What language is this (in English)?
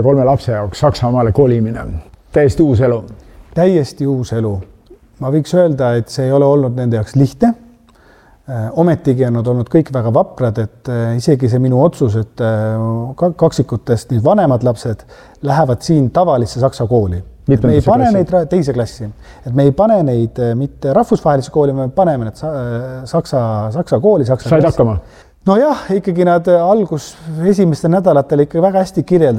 Estonian